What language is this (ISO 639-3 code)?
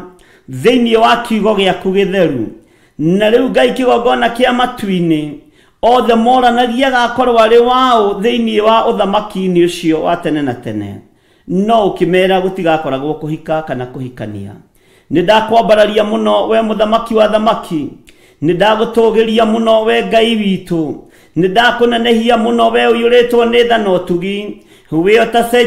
kik